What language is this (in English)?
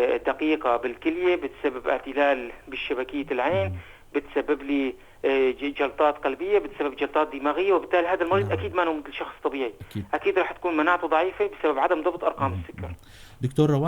North Levantine Arabic